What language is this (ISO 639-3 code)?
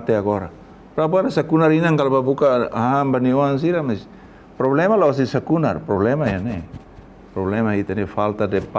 tet